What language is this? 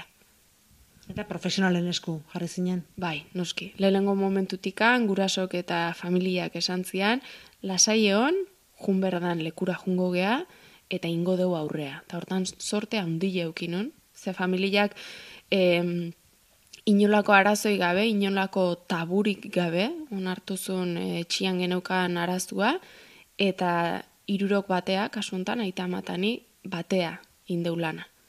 Basque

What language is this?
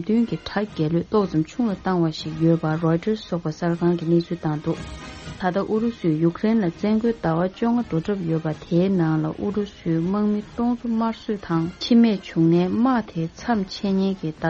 Tibetan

